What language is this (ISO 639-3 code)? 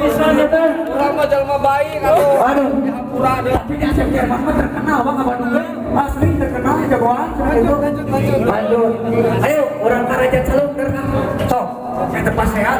sun